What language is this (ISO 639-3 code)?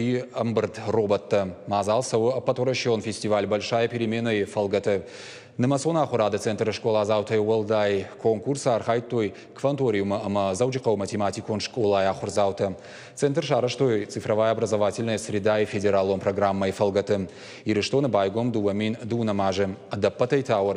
oss